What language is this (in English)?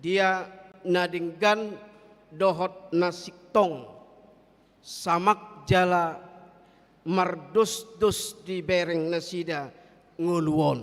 Batak Toba